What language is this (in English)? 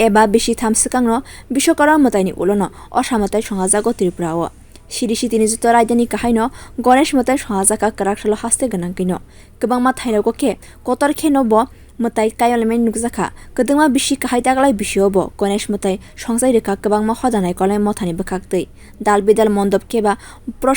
Kok Borok